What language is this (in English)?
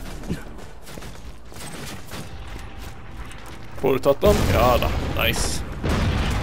Norwegian